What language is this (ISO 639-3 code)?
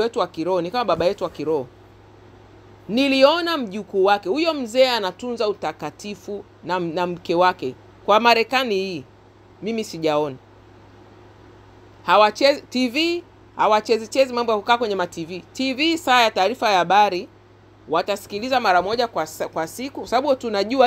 swa